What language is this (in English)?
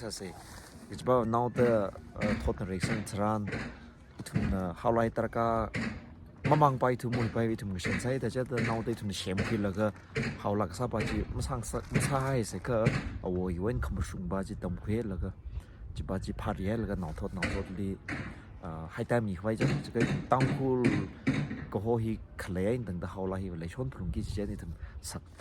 Tangkhul Naga (India)